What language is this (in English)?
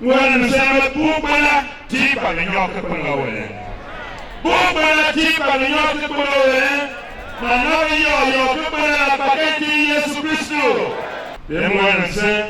Tiv